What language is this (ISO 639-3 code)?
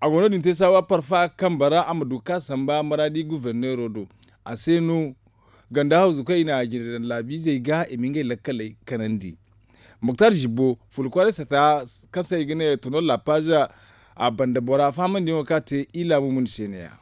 dje